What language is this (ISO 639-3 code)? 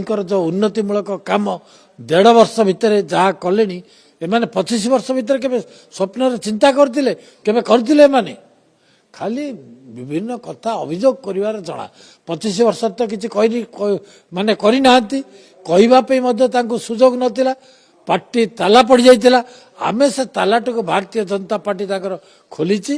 ori